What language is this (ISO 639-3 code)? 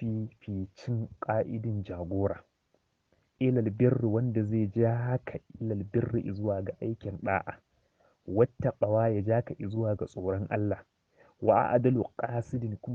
hau